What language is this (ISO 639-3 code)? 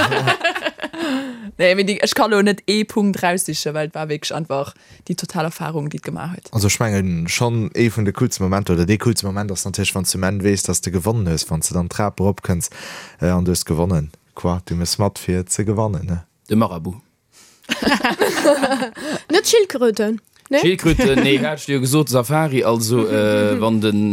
ltz